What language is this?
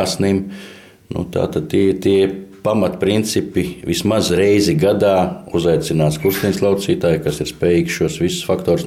Latvian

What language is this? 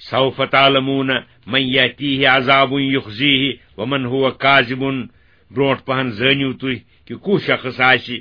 Kashmiri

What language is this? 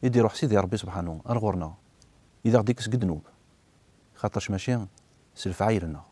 Kabyle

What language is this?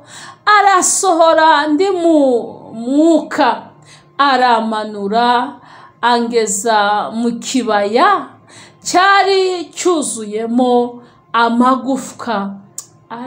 Kinyarwanda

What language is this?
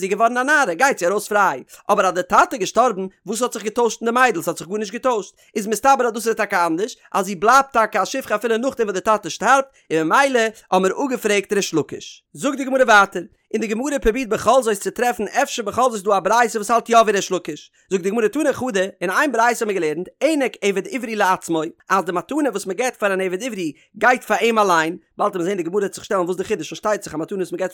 Yiddish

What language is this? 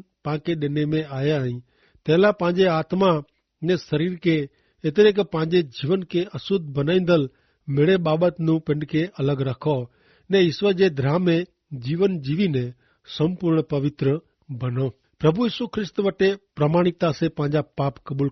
Kachhi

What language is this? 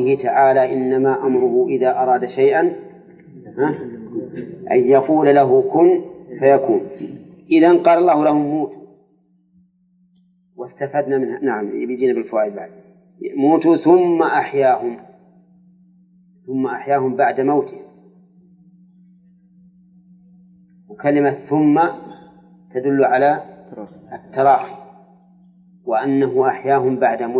Arabic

